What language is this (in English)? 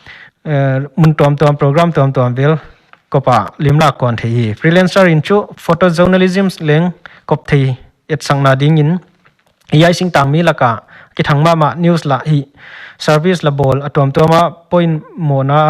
Paite Chin